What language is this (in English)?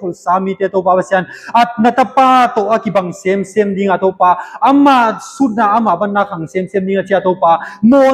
Tedim Chin